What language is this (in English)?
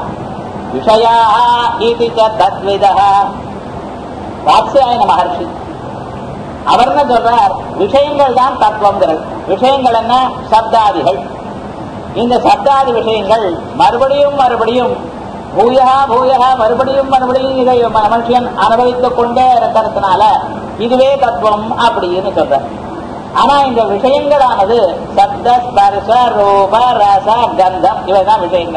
Tamil